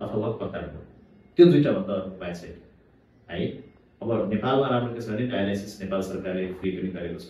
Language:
Nepali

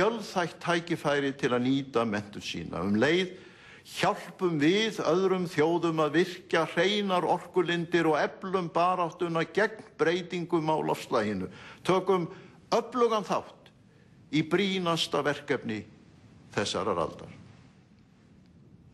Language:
Icelandic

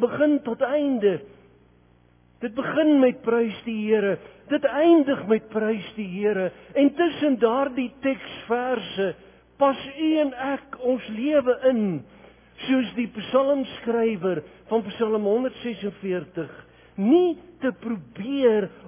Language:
Afrikaans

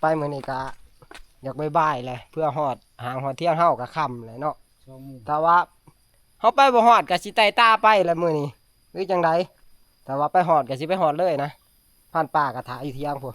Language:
Northeastern Thai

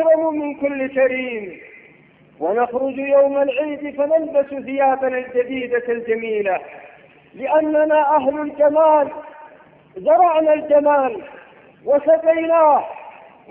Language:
Arabic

